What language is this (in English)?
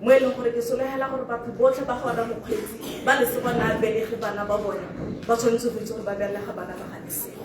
Tswana